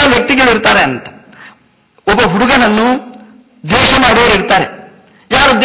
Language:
Kannada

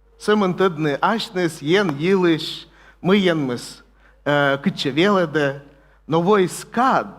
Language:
Komi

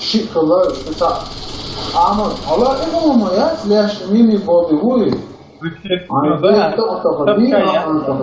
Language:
Chechen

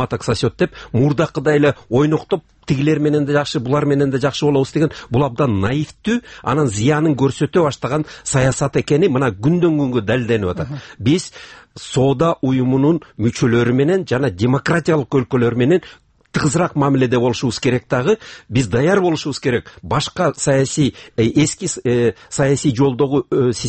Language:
Kyrgyz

